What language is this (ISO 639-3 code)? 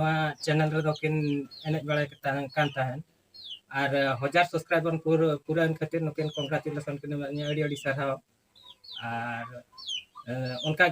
sat